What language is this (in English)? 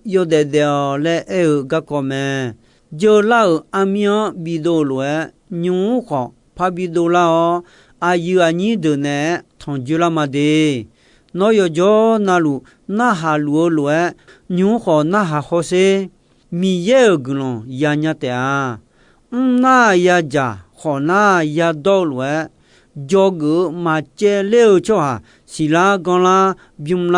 Akha